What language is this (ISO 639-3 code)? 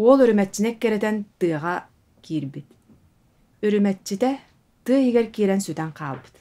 sah